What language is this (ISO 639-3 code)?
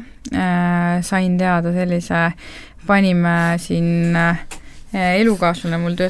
est